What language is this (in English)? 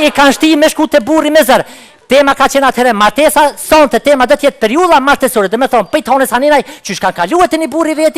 Albanian